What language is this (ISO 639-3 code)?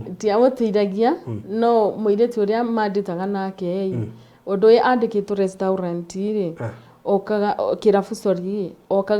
kik